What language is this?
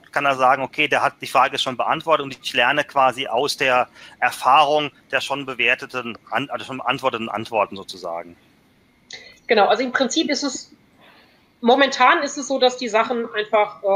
German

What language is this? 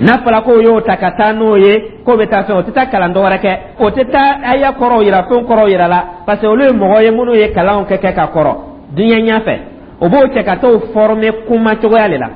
Dyula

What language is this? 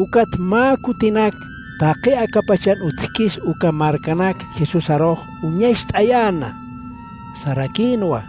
Aymara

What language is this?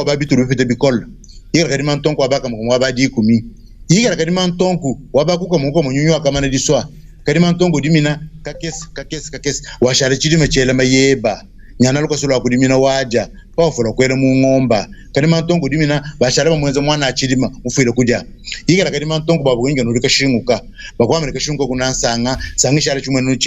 Luba-Lulua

